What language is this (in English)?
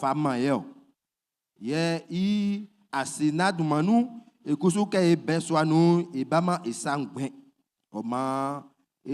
Baoulé